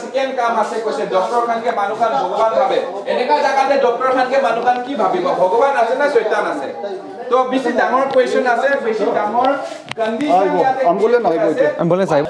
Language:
Naga Pidgin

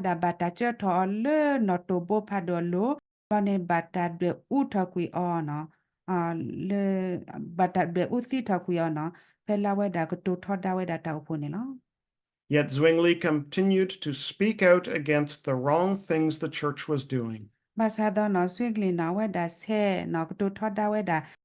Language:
S'gaw Karen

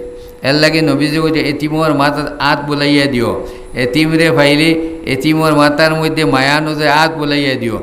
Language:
Sylheti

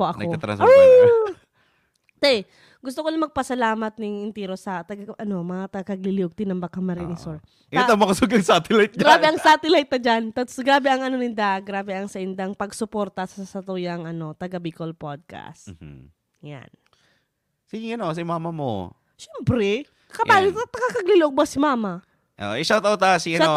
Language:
Bikol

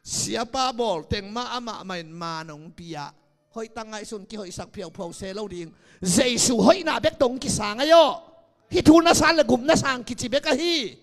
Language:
Tedim Chin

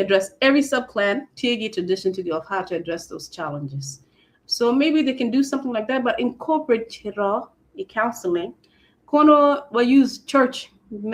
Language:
Acoli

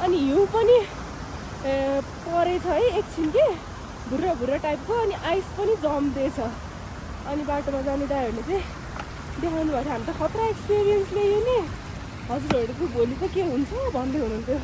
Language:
Nepali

